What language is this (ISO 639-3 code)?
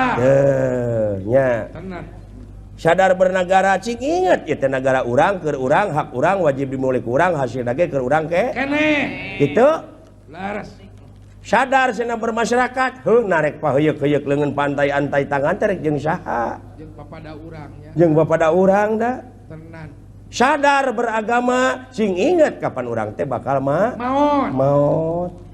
sun